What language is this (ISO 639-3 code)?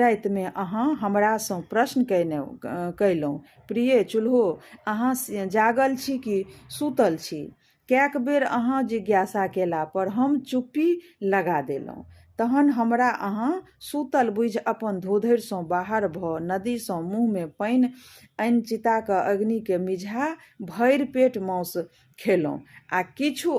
mai